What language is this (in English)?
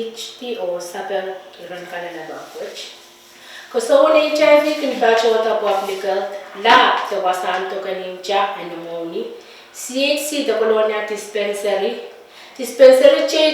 Pohnpeian